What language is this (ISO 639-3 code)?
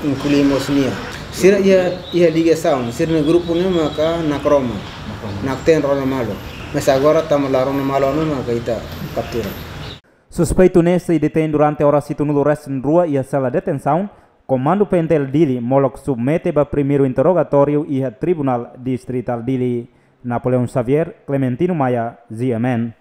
tet